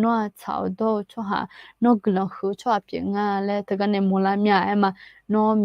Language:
Akha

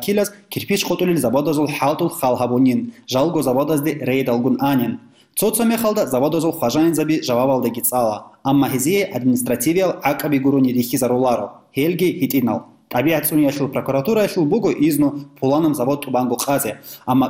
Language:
Avaric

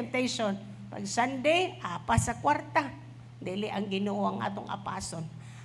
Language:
Cebuano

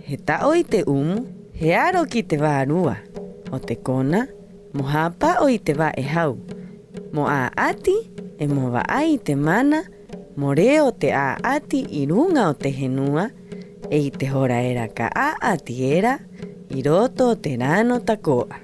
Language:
Rapanui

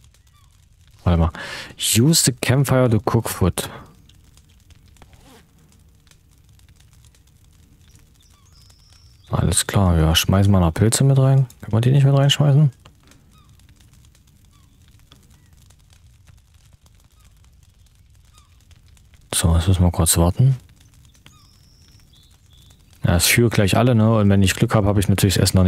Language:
German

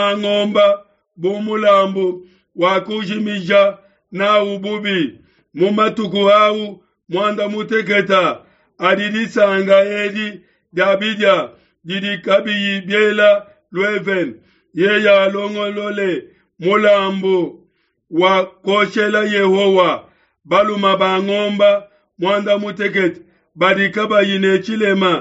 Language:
Luba-Lulua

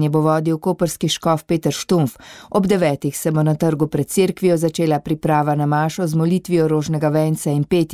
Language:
Slovenian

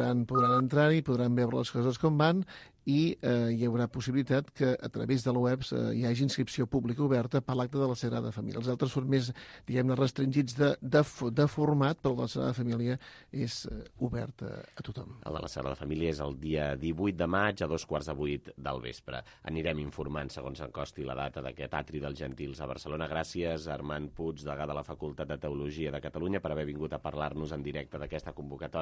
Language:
Catalan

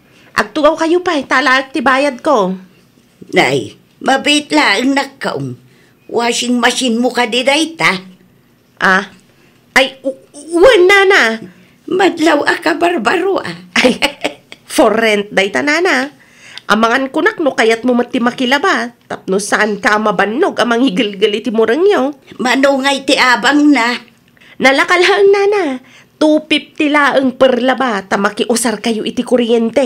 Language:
Iloko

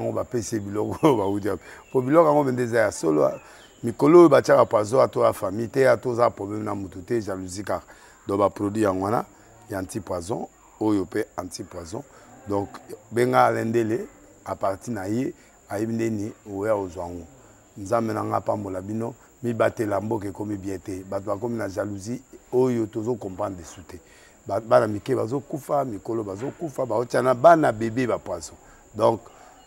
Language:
Lingala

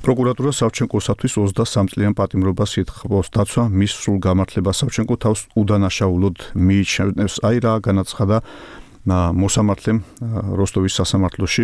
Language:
Georgian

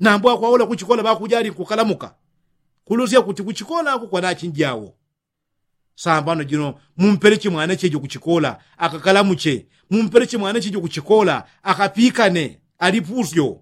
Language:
Yao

